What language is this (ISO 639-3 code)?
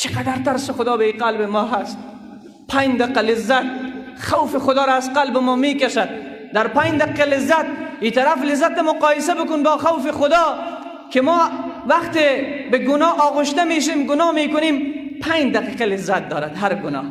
fas